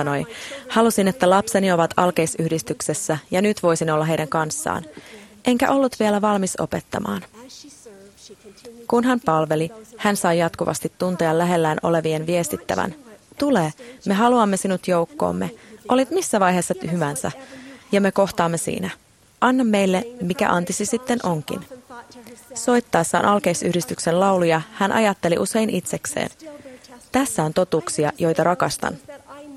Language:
Finnish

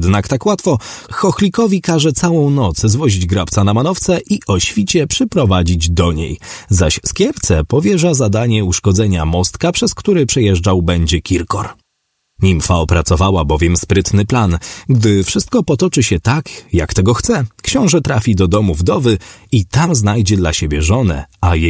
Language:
Polish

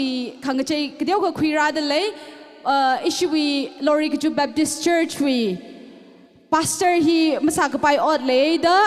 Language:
Tangkhul Naga (India)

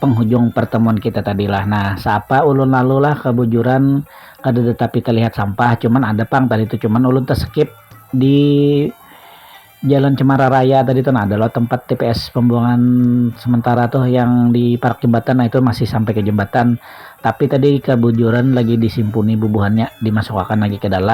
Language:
Banjar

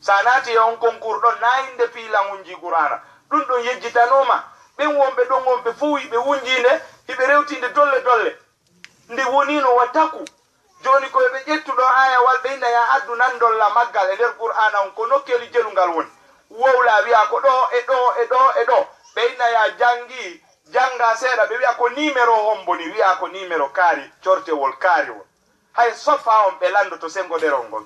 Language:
Fula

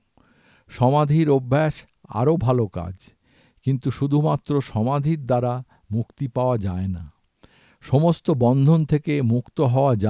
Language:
Bangla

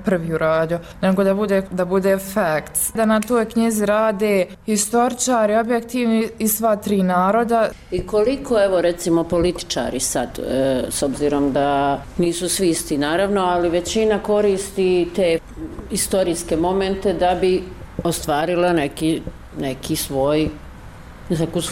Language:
Bosnian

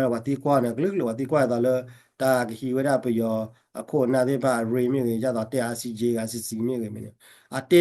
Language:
S'gaw Karen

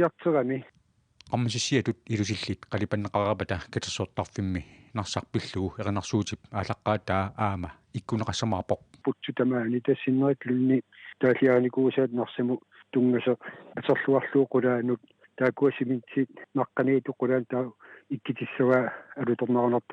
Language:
Kalaallisut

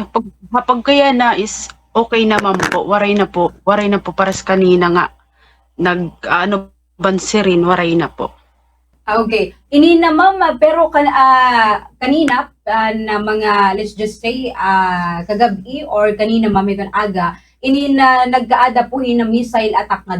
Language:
Waray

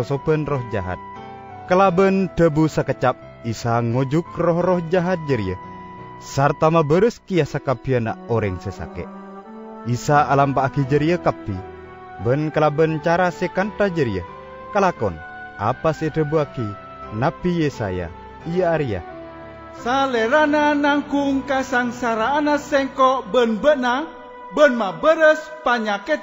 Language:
Madurese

